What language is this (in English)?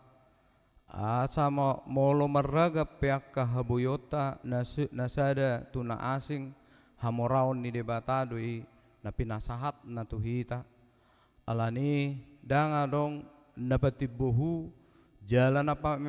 Batak Toba